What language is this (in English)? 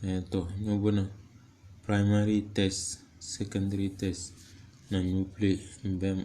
Tem